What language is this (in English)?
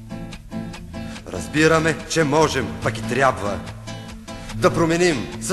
Bulgarian